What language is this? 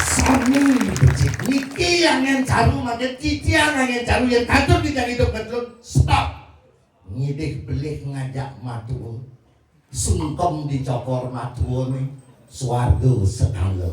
Balinese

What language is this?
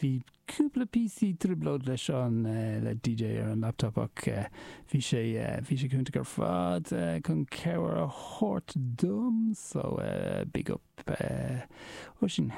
Irish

